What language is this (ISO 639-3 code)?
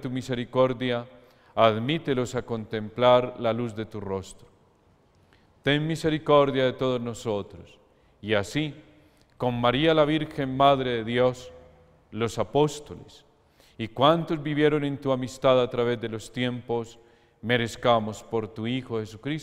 spa